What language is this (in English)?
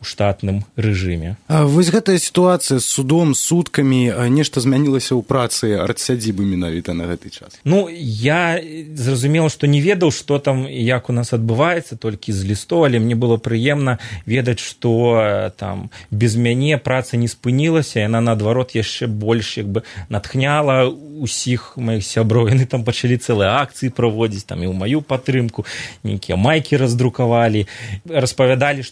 Belarusian